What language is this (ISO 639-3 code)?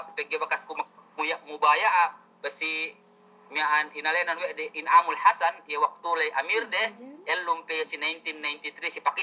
yka